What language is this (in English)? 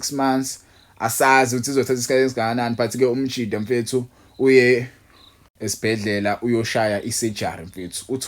Zulu